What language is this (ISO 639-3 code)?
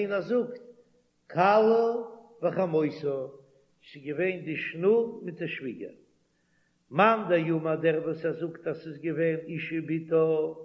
yid